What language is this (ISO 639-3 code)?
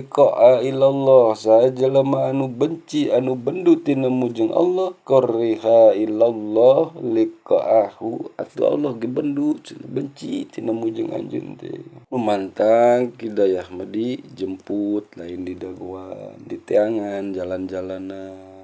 sun